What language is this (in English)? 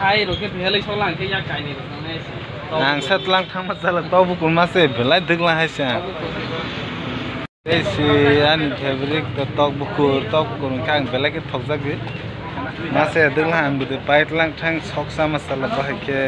Kok Borok